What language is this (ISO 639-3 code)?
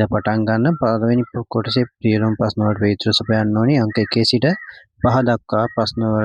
sin